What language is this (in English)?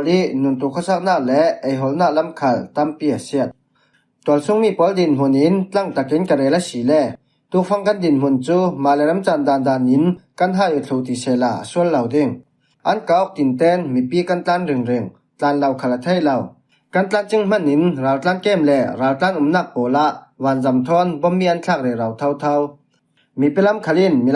Falam Chin